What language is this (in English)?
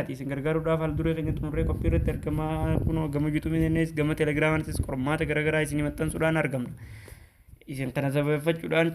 Oromo